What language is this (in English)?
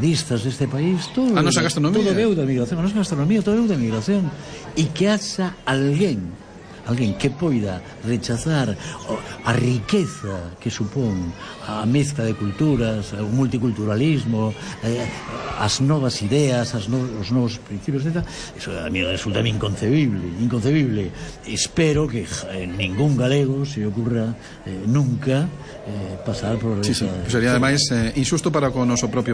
Galician